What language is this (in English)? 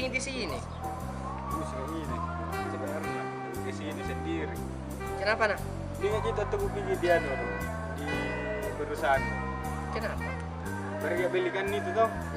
Makassar Malay